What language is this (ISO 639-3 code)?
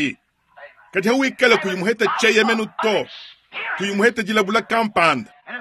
lua